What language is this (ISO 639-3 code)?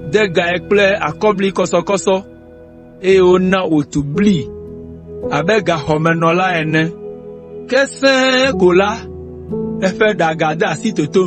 ewe